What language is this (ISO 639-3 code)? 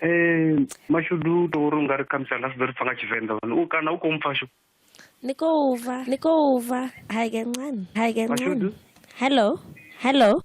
ven